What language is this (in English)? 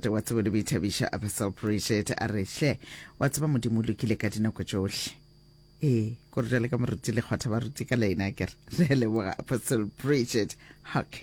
Northern Sotho